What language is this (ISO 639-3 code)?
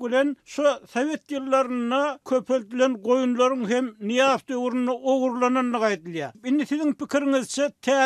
tuk